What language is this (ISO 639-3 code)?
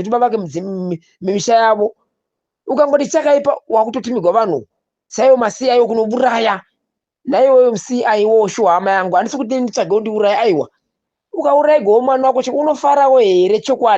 sna